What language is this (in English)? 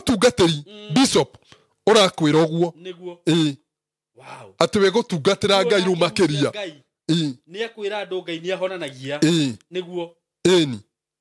Kikuyu